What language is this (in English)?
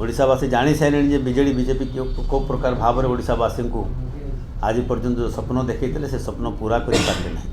Odia